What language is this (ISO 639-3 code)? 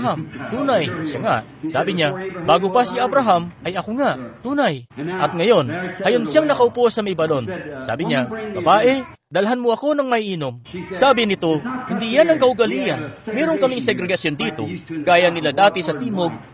fil